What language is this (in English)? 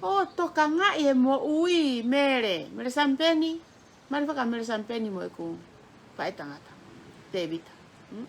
Tongan